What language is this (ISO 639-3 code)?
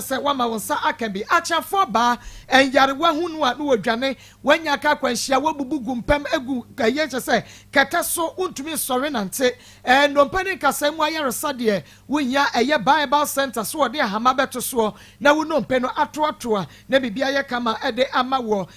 aka